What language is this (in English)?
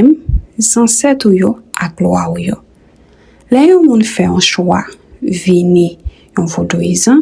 Haitian Creole